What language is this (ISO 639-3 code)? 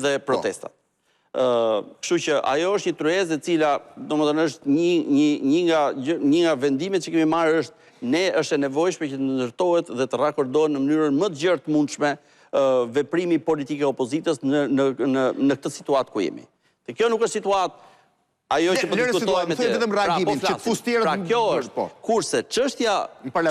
sqi